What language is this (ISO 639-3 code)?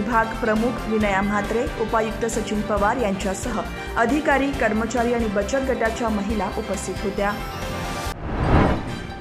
mar